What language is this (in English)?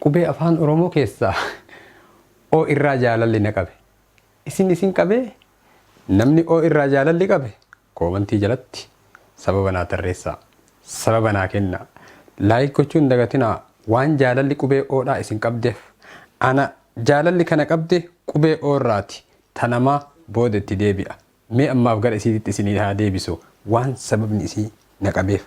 Oromo